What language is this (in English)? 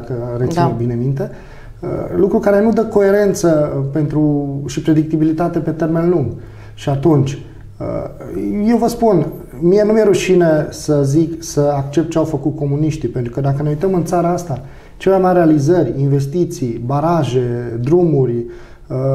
Romanian